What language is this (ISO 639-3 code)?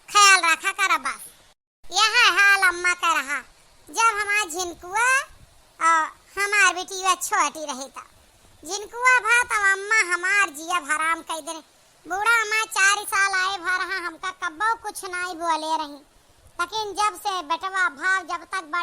awa